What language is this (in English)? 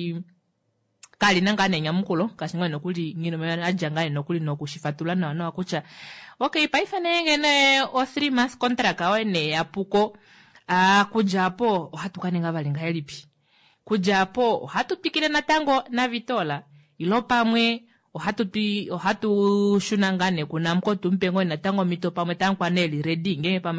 Kuanyama